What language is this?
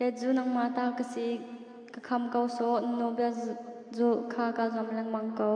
Hakha Chin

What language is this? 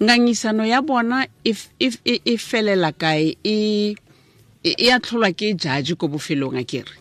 Tswana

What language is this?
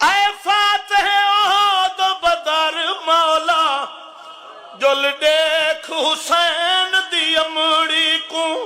Saraiki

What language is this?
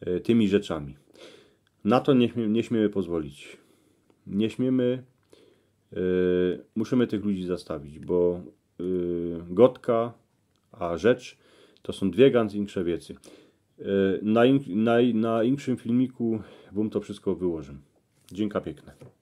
Silesian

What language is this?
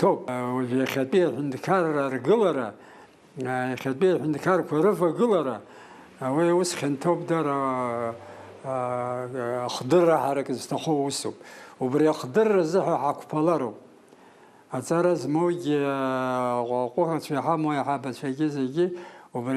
Abkhazian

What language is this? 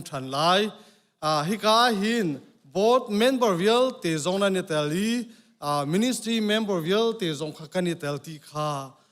Hakha Chin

